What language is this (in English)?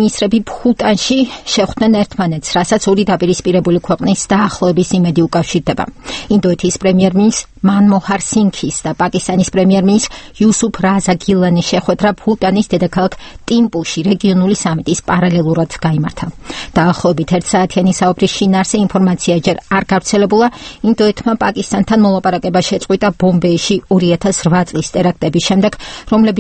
Georgian